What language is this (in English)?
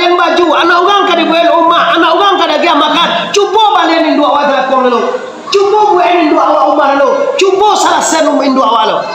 Minangkabau